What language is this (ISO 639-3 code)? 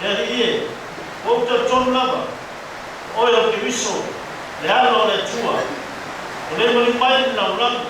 smo